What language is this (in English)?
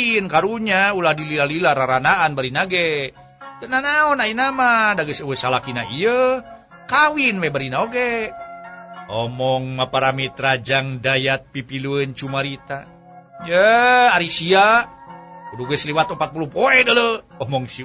Sundanese